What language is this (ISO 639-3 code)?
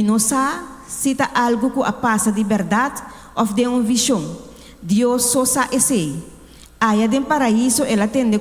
pap